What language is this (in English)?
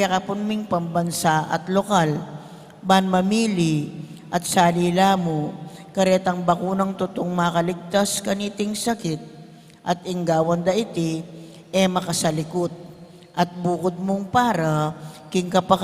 Pampanga